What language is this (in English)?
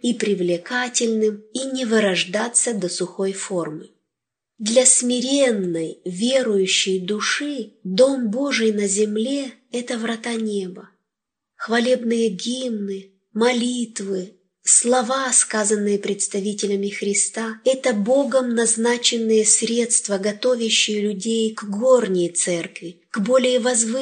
Russian